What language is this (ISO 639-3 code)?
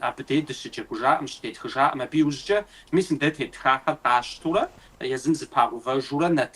kbd